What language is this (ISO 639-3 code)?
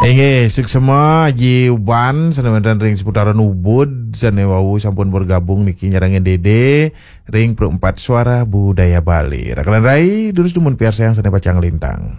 ban